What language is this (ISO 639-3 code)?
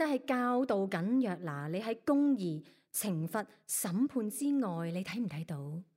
yue